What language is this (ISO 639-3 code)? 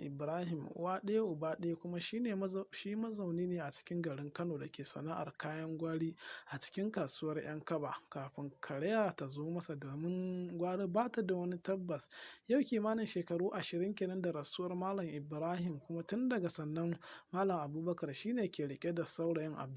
hau